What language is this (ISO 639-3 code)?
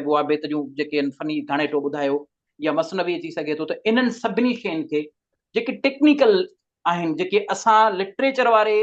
snd